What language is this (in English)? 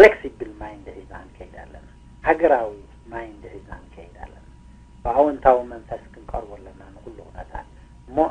Tigrinya